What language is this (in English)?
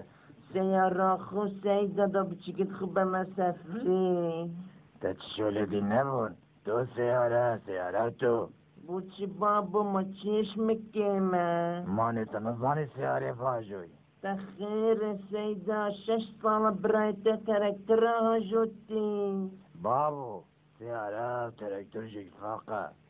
Kurdish